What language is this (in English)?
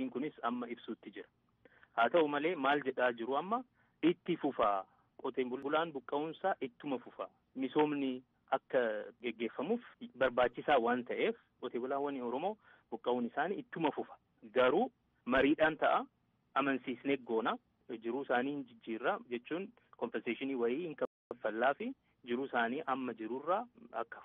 Oromo